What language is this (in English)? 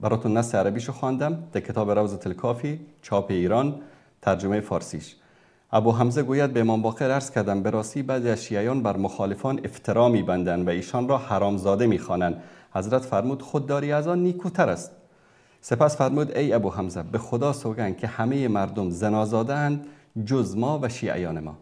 Persian